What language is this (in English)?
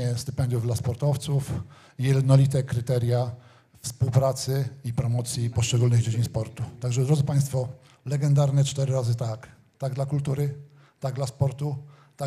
Polish